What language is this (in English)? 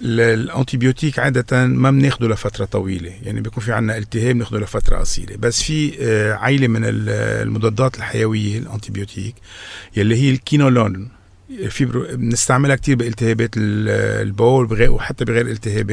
North Levantine Arabic